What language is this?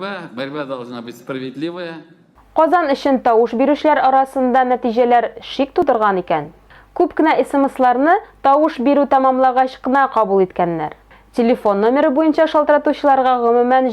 Tatar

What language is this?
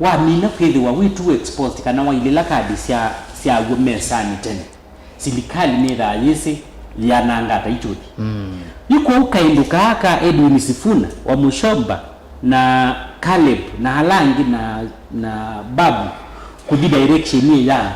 Kamba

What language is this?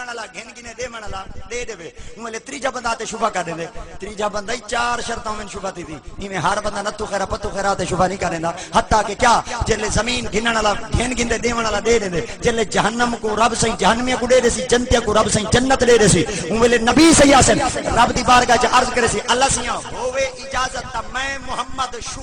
Saraiki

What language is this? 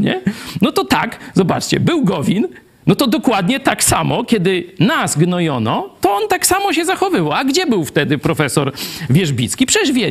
Polish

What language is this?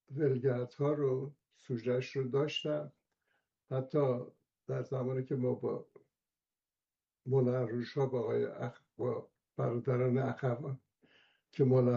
Persian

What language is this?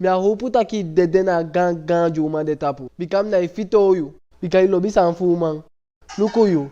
Eastern Maroon Creole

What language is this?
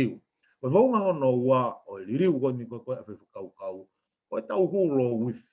Tongan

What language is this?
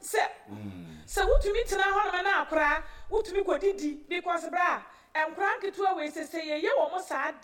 Akan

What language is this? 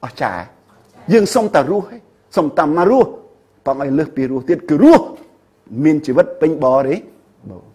Khmer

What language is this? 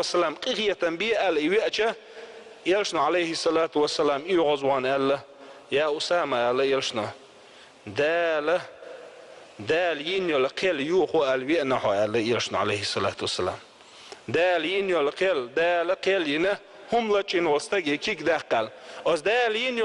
Chechen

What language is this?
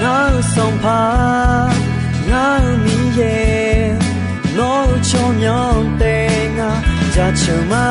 Akha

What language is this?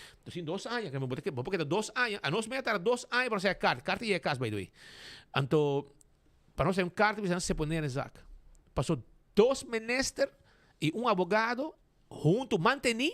Papiamento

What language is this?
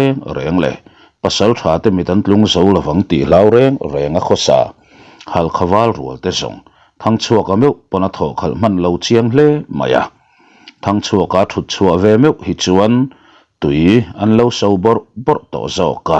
Mizo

